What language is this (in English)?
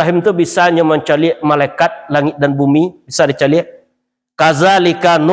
Minangkabau